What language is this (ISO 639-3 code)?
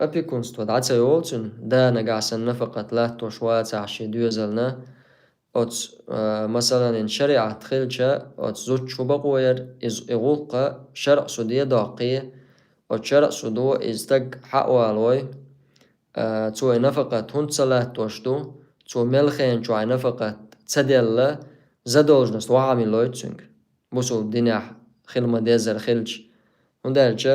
che